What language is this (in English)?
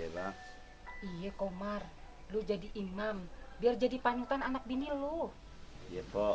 Betawi